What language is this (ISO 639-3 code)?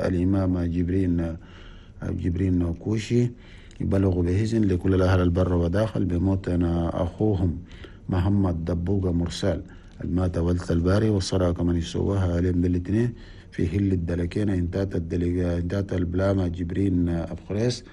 shu